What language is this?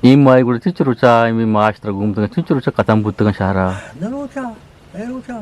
Eastern Balochi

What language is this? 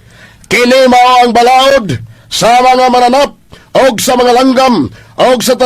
Cebuano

